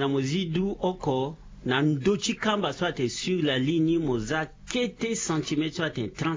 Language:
Sango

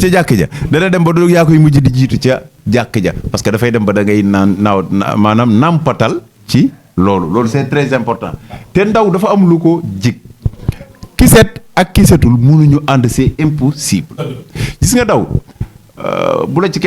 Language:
Wolof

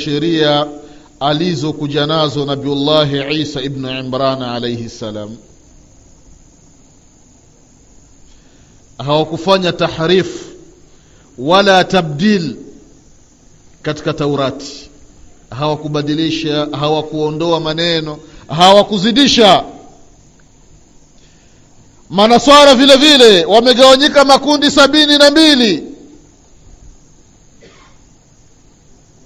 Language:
Swahili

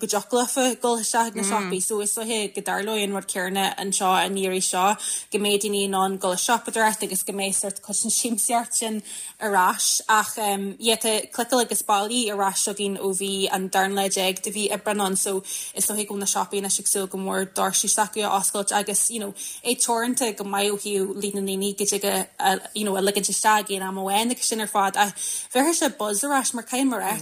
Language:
Irish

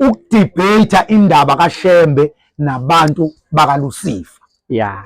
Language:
Zulu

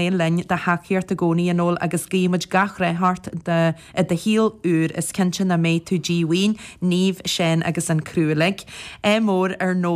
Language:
Irish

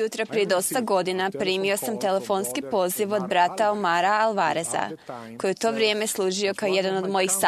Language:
Croatian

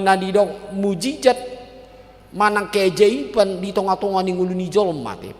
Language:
Batak Toba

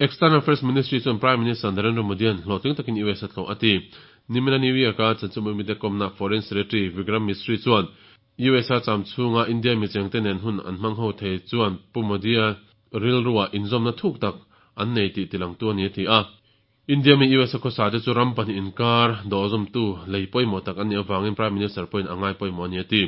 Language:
Mizo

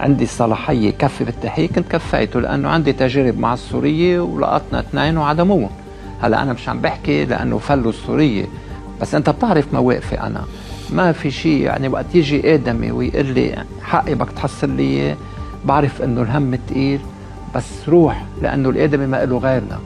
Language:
North Levantine Arabic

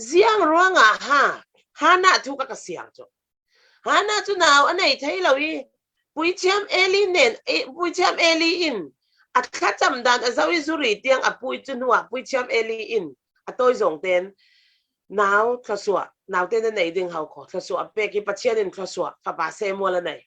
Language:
Falam Chin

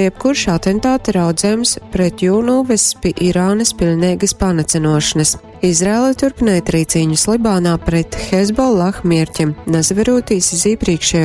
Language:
Latgalian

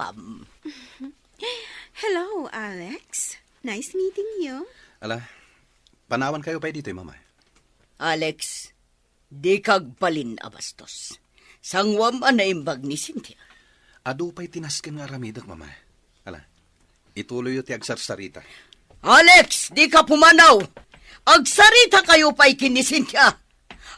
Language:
Iloko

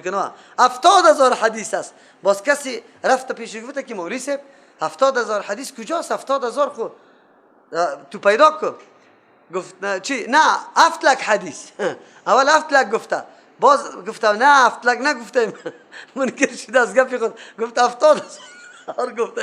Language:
Persian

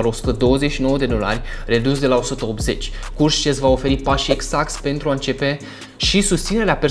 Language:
Romanian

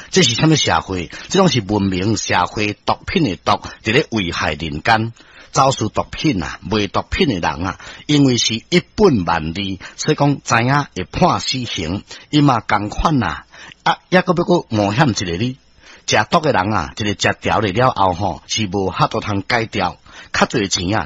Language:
Min Nan Chinese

